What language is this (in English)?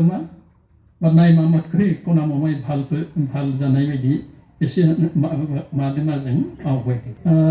Bodo